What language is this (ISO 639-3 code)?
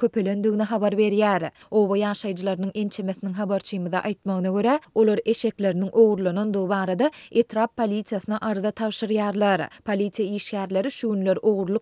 tuk